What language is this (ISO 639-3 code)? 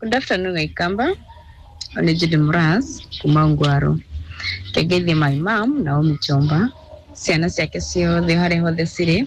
kik